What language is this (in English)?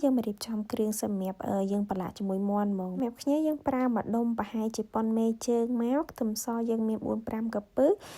Khmer